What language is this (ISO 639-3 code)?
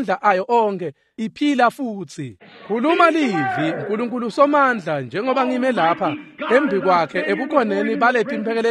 ssw